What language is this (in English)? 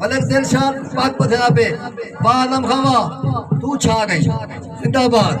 Saraiki